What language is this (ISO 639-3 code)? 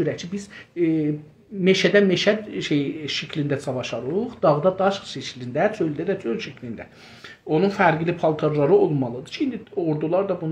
azb